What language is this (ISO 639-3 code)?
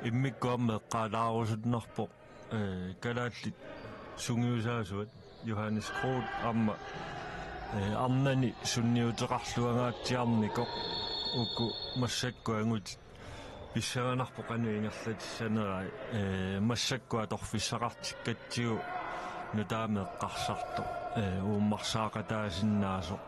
kal